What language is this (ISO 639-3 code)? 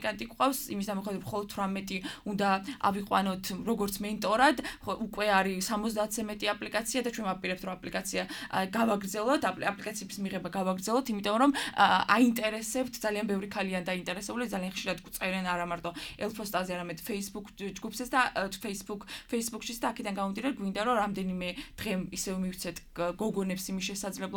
kat